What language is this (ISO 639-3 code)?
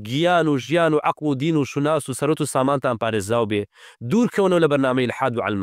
ckb